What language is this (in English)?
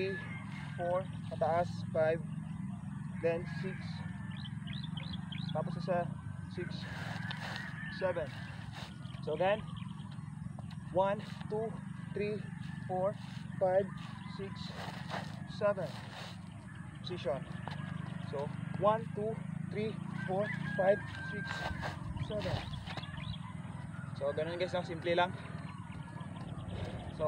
Filipino